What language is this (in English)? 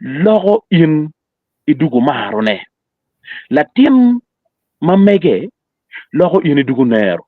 Acoli